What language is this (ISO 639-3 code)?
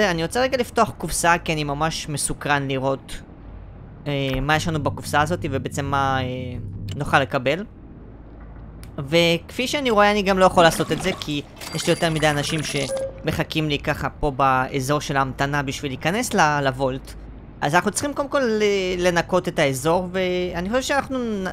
heb